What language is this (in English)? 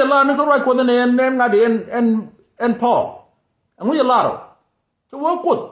Nuer